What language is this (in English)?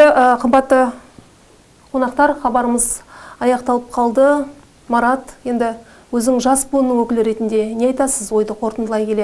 Kazakh